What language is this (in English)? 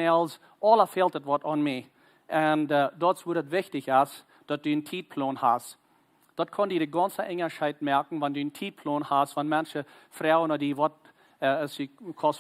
Plautdietsch